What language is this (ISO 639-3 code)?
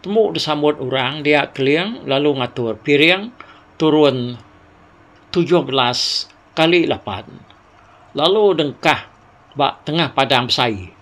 iba